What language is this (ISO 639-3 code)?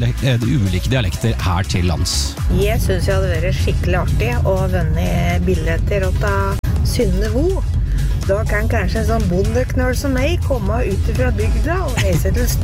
nor